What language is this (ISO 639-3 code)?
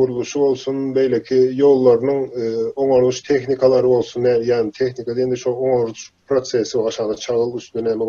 tuk